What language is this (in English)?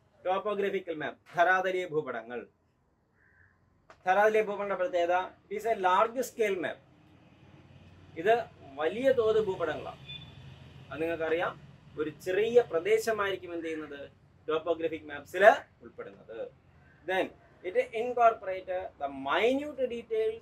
Malayalam